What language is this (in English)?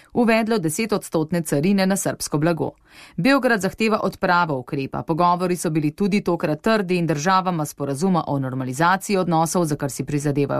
Slovenian